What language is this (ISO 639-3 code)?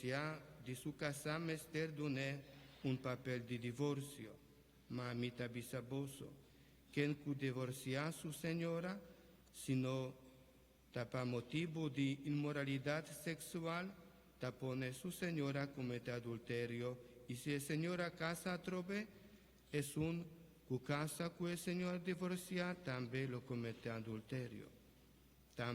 pap